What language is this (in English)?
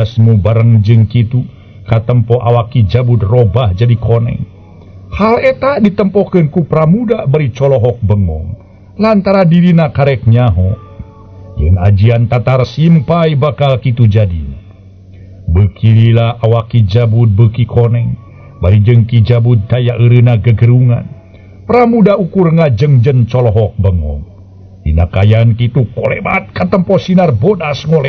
Sundanese